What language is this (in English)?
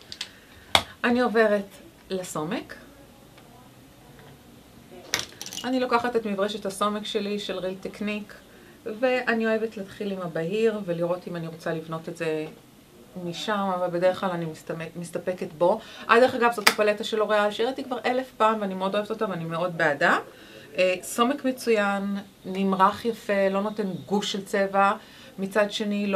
Hebrew